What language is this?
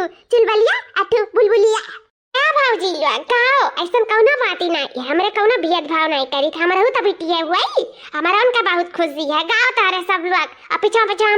Awadhi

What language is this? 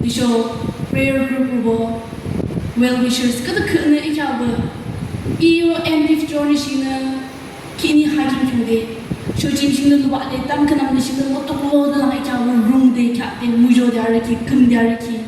Yimchungru Naga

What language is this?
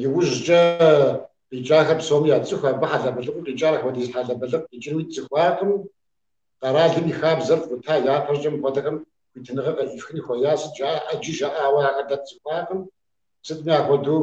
Kabardian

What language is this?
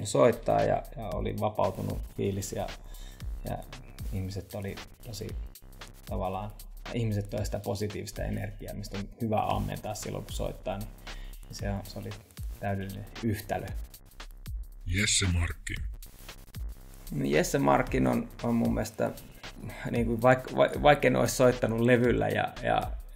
Finnish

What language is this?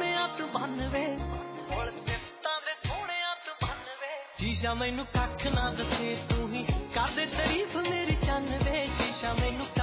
Punjabi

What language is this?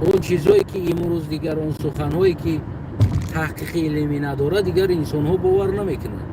Tajik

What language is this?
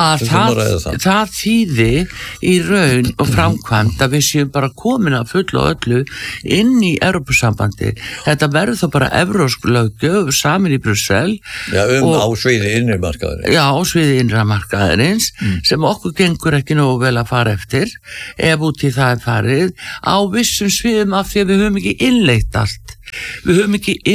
Icelandic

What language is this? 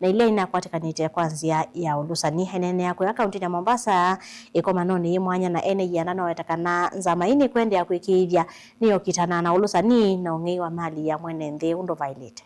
Kamba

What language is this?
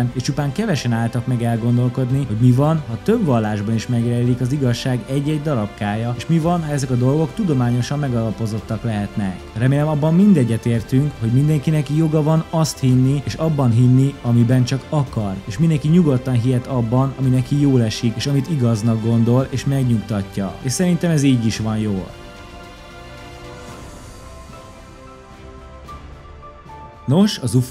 Hungarian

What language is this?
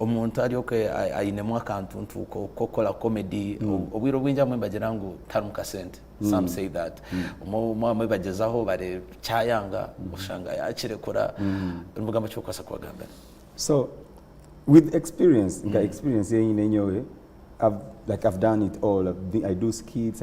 Nyankole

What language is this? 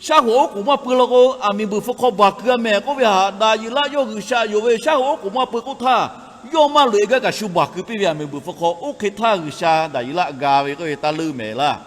Lahu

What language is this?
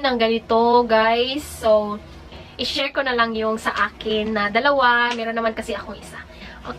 Filipino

